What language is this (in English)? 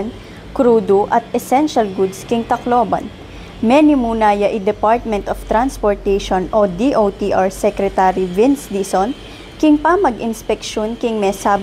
Pampanga